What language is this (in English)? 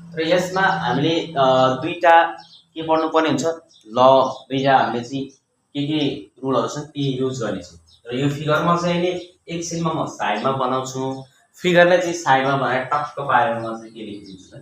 Nepali